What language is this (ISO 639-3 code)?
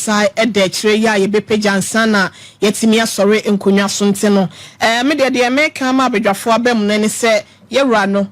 aka